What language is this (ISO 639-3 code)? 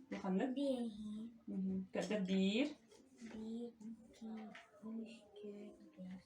sah